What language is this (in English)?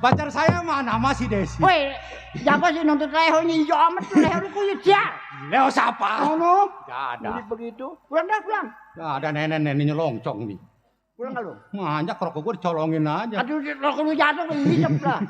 Betawi